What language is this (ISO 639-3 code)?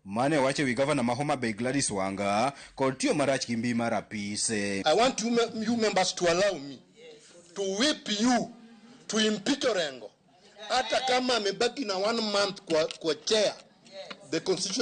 luo